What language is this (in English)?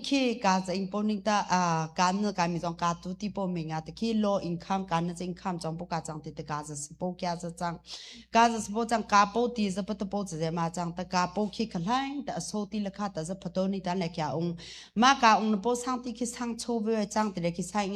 Hakha Chin